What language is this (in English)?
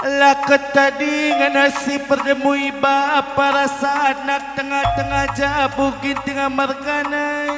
Batak Karo